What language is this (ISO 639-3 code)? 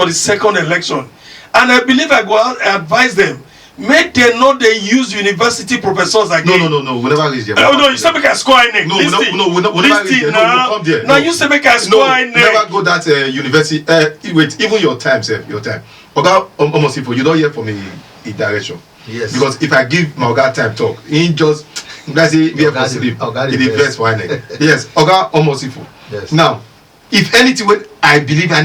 pcm